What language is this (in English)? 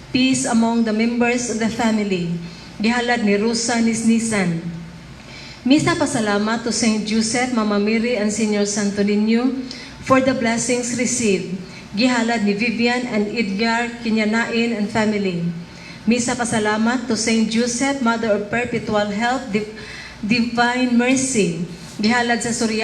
Cebuano